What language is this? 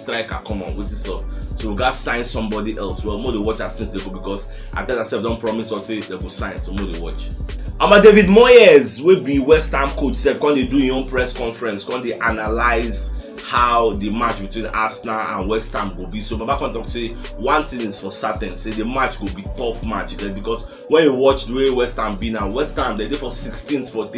Nigerian Pidgin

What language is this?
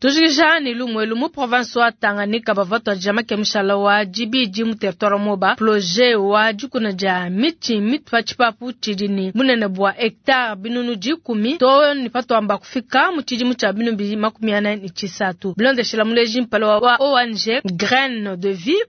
Luba-Lulua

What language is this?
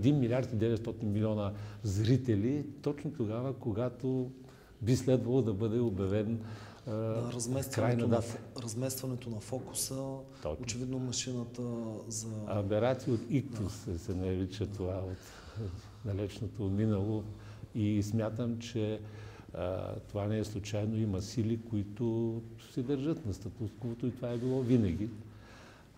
Bulgarian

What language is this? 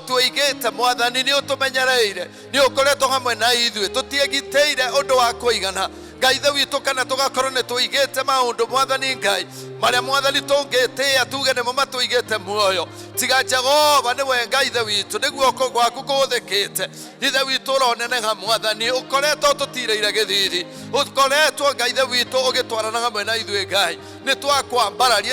Kikuyu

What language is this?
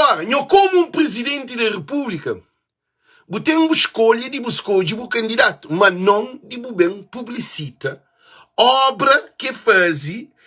Kabuverdianu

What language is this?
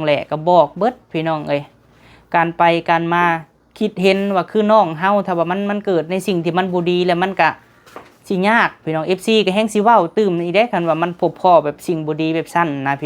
Lao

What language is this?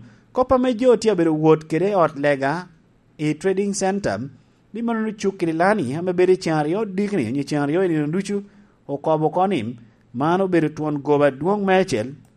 Lango (Uganda)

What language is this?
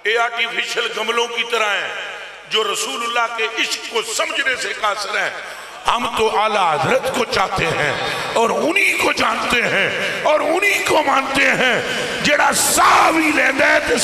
Urdu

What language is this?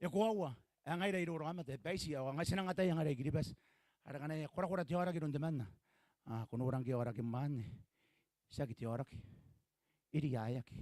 Gilbertese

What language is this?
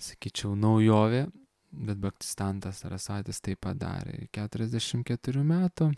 Lithuanian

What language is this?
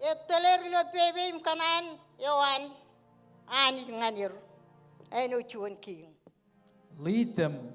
Marshallese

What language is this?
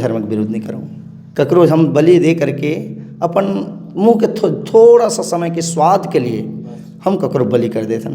Chhattisgarhi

